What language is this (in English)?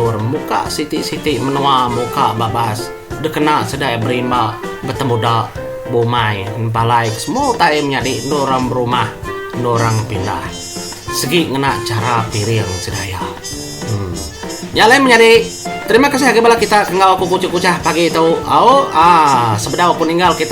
Iban